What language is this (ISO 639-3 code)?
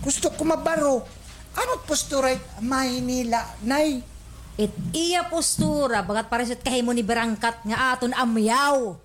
war